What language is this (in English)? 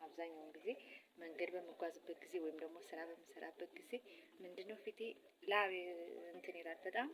Amharic